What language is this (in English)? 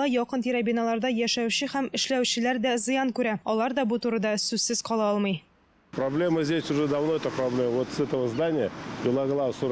Tatar